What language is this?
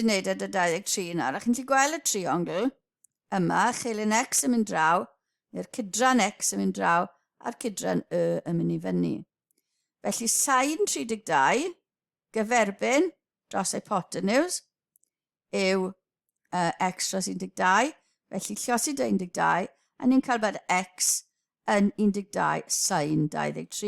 Welsh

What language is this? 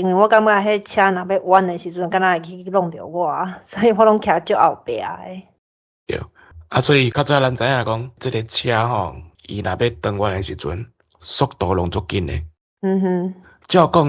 Min Nan Chinese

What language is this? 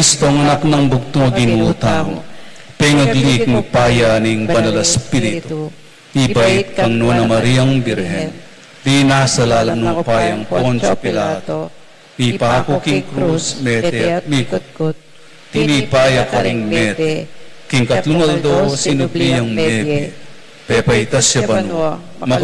Pampanga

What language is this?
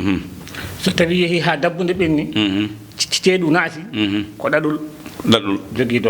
Fula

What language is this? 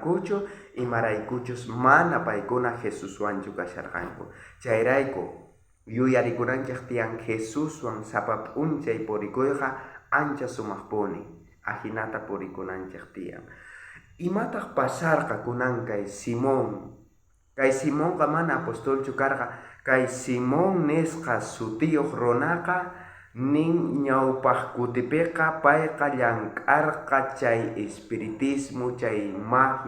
South Bolivian Quechua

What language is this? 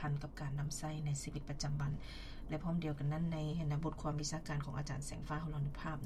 Lao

